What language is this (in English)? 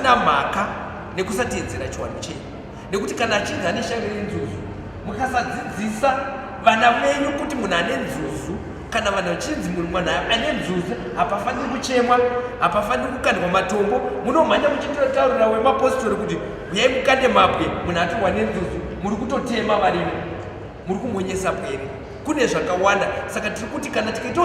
Shona